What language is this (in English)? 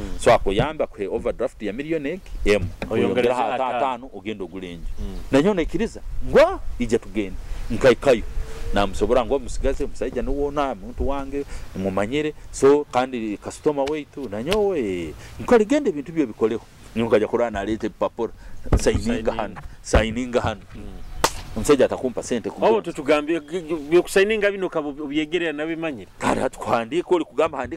Nyoro